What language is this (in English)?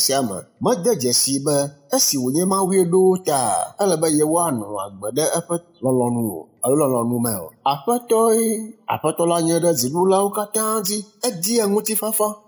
Ewe